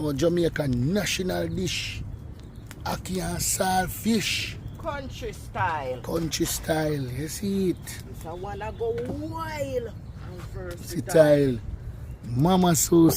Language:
Jamaican Creole English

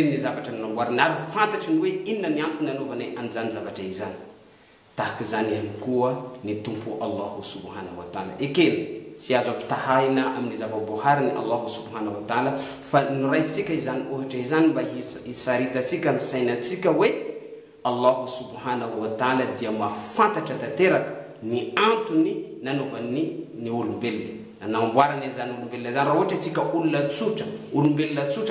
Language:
Malagasy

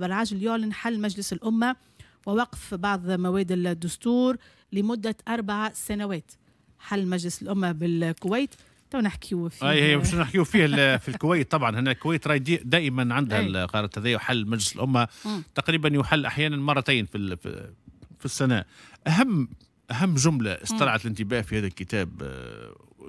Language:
Tunisian Arabic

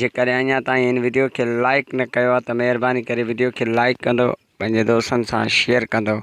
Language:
Sindhi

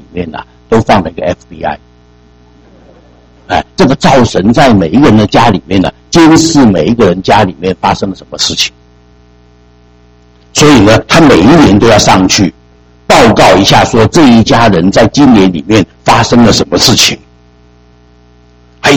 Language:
Chinese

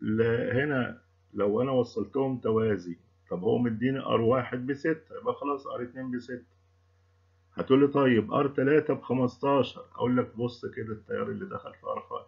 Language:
Egyptian Arabic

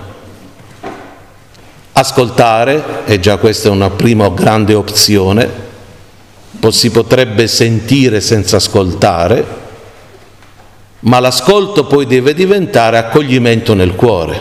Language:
Italian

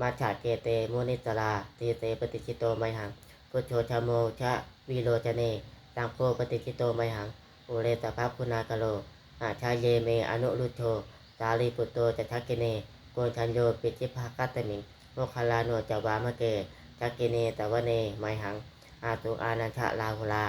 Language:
Pali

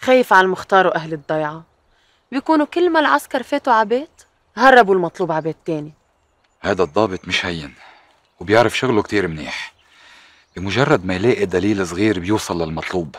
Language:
North Levantine Arabic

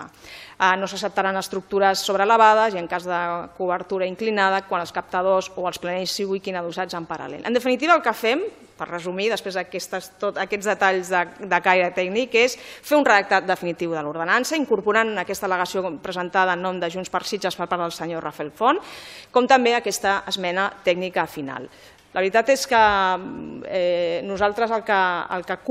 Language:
Catalan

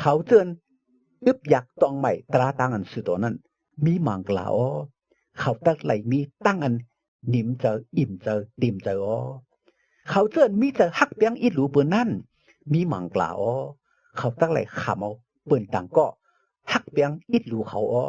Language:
Shan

